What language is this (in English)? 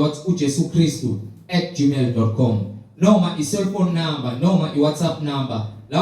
Zulu